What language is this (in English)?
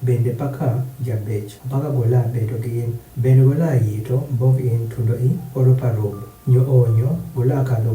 Adhola